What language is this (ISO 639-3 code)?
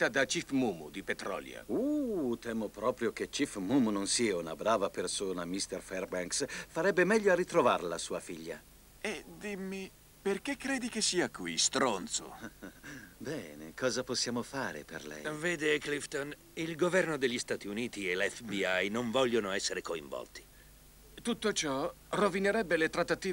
ita